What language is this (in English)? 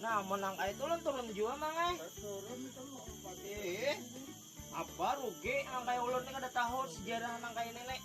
Banjar